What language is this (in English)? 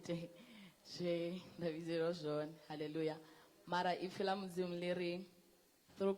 Venda